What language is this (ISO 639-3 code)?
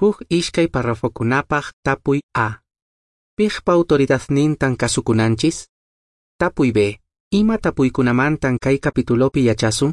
que